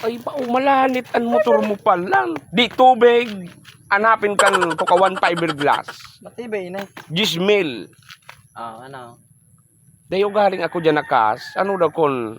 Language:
Bikol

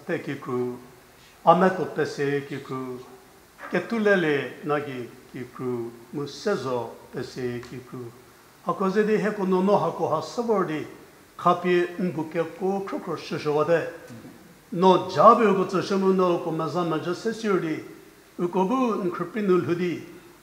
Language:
Angami Naga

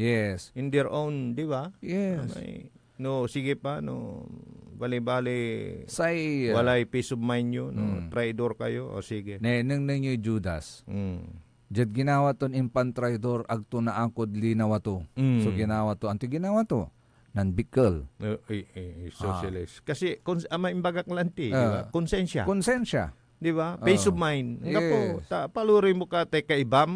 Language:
Pangasinan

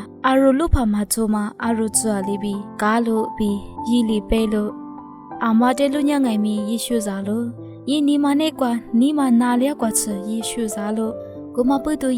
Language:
Lisu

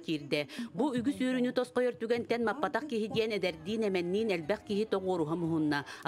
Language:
Yakut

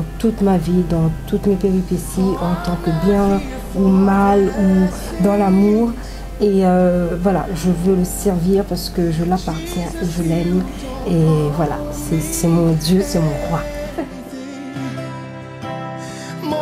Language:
French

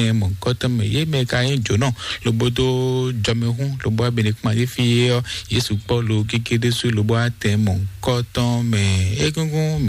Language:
Fon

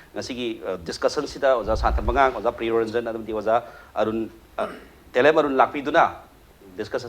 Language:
Manipuri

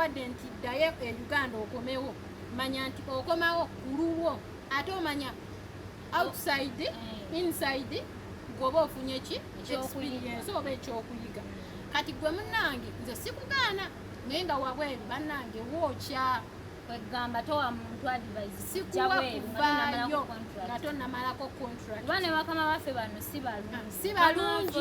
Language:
Ganda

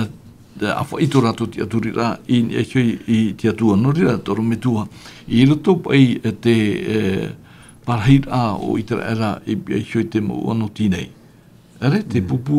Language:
Tahitian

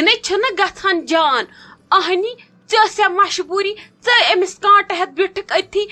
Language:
Kashmiri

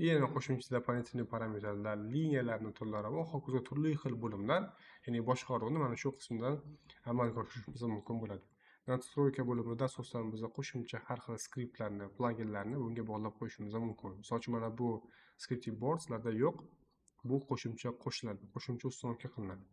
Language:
Uzbek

